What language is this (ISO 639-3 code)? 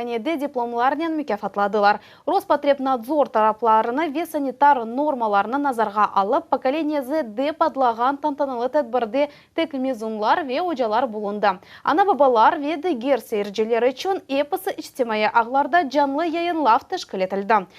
crh